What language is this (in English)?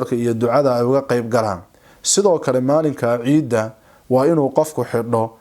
Somali